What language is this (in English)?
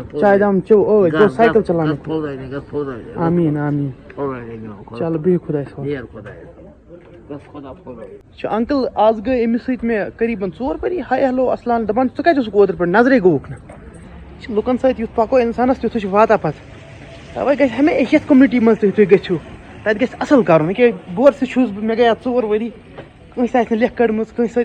Kashmiri